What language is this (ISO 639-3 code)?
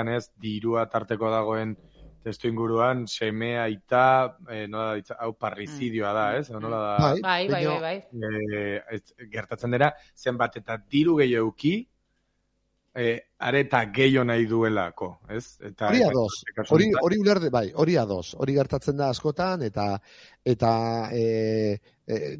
eus